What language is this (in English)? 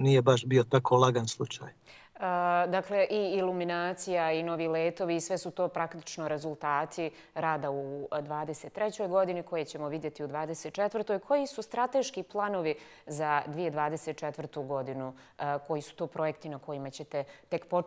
Bosnian